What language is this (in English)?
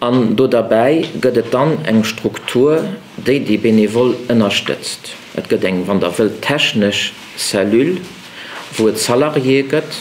Luxembourgish